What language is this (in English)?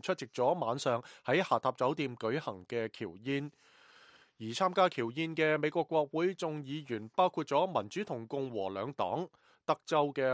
Cantonese